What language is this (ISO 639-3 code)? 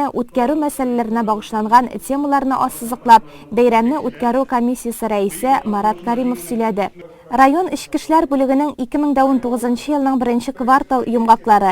tat